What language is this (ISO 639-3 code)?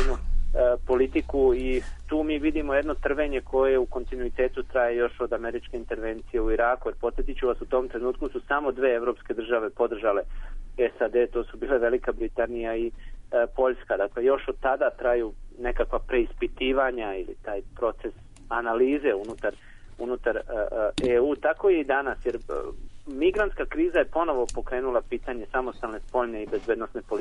srp